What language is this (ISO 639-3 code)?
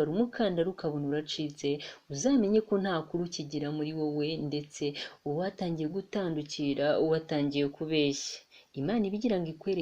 kin